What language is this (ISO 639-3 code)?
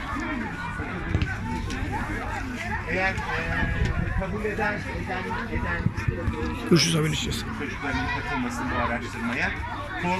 tur